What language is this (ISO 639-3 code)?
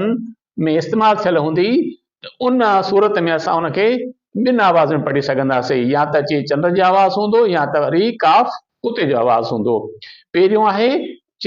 snd